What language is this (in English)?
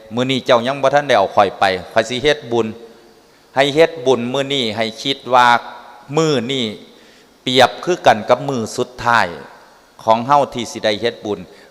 Northeastern Thai